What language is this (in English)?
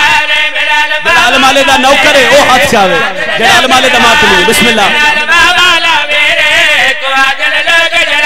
Saraiki